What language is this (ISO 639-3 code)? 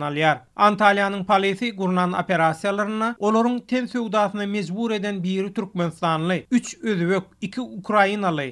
tuk